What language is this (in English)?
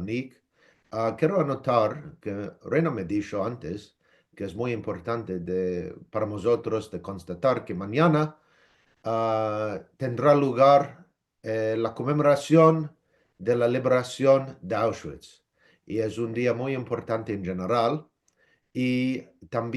Ladino